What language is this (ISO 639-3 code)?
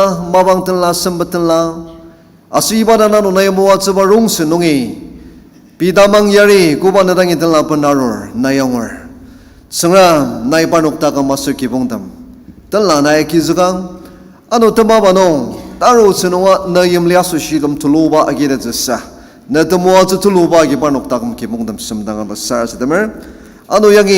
njo